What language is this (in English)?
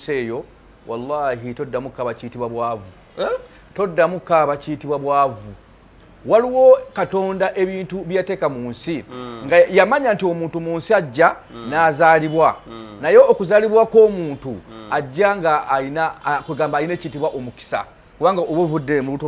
Ganda